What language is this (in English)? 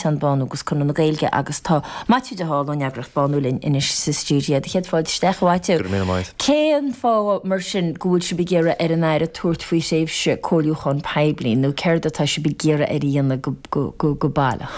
Irish